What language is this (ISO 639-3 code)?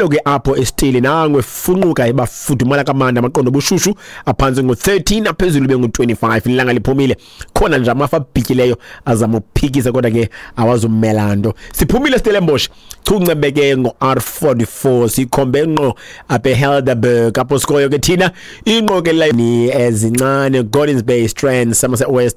xho